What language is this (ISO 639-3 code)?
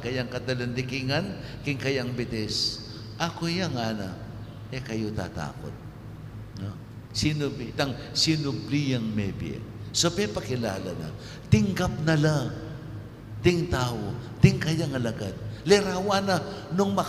pam